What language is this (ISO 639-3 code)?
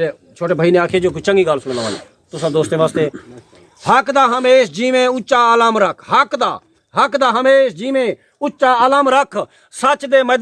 skr